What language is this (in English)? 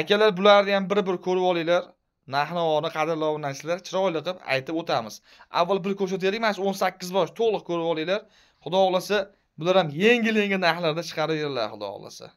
Uzbek